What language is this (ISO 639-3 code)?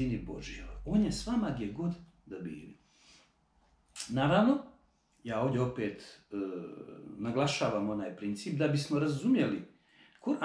bos